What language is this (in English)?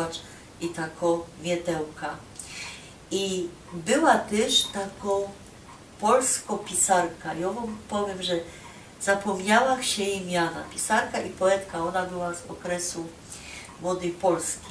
Silesian